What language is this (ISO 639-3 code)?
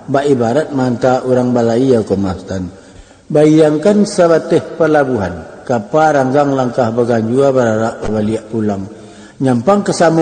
min